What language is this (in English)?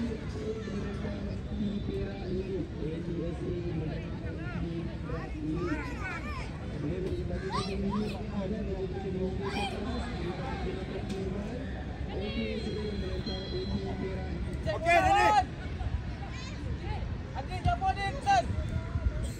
Malay